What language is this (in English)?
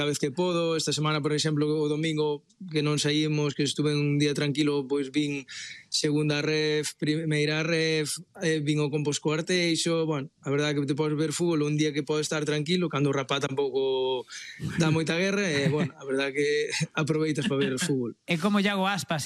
Galician